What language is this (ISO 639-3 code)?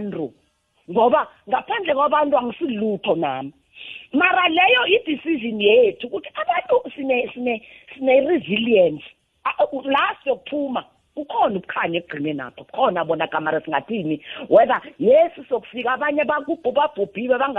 nbl